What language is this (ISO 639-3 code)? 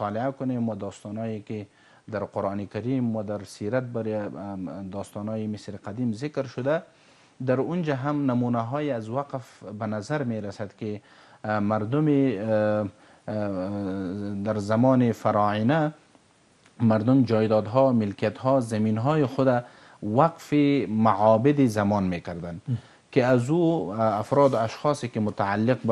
fas